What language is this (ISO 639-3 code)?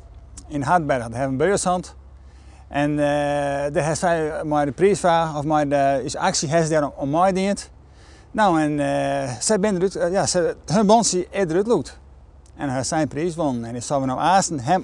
fry